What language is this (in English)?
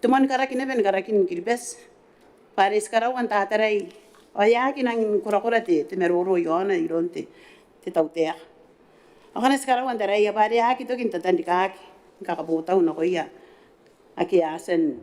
Gilbertese